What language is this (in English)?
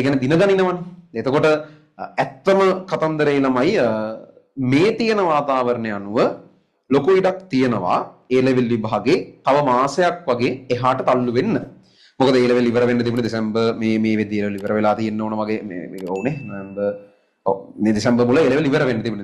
Sinhala